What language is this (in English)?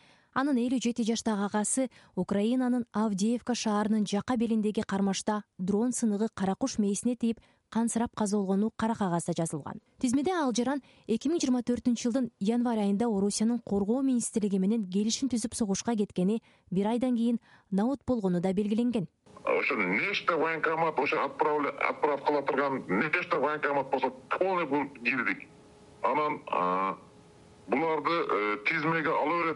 Kyrgyz